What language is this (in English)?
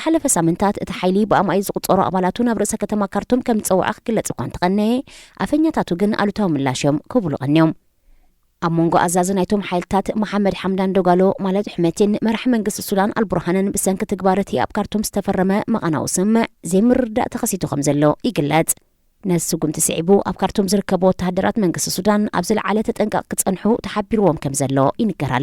Tigrinya